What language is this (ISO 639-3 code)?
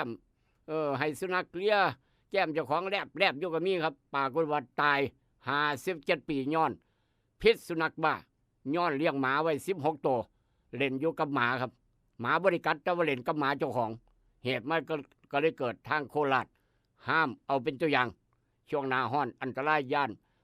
tts